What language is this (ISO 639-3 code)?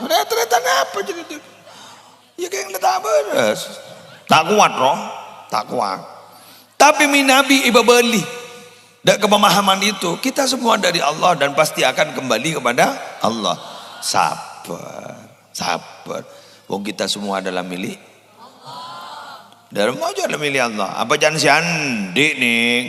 mad